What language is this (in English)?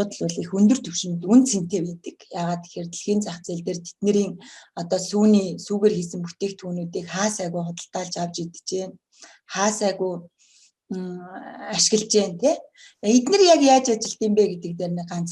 Mongolian